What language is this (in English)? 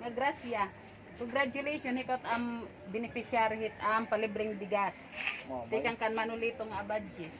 Waray